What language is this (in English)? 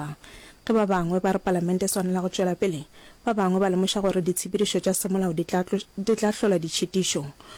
Northern Sotho